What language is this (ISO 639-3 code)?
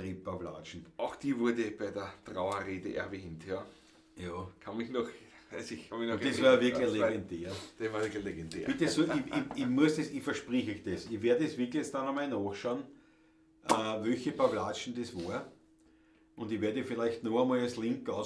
bar